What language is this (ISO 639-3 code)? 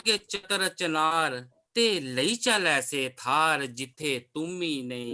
doi